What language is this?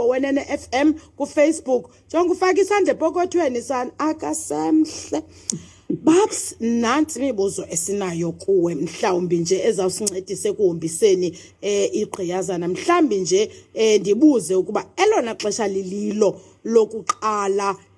Xhosa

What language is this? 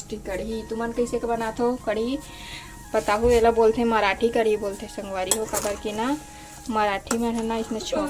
Chhattisgarhi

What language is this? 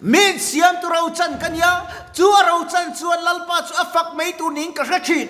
Mizo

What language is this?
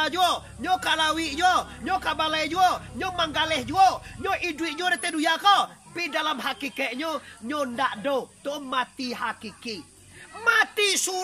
Minangkabau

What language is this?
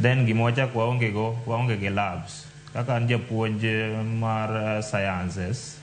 Luo (Kenya and Tanzania)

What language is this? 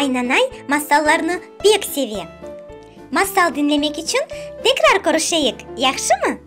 Crimean Tatar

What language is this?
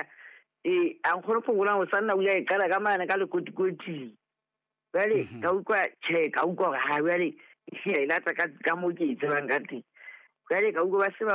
Southern Sotho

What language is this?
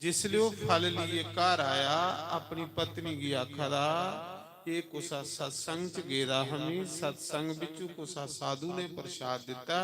Dogri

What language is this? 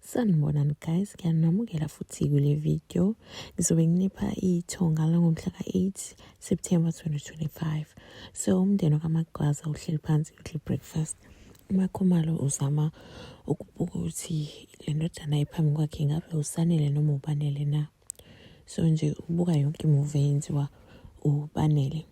Zulu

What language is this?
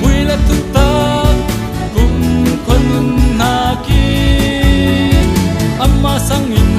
Falam Chin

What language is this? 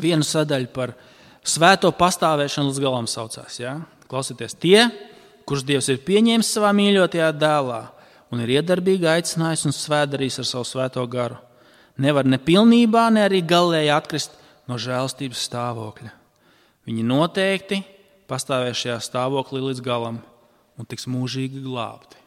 Latvian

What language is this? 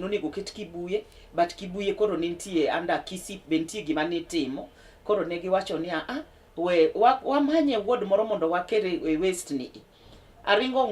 Luo (Kenya and Tanzania)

